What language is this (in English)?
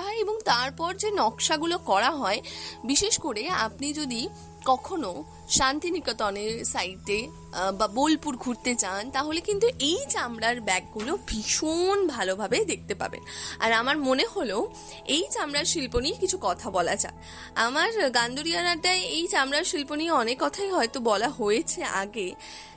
Bangla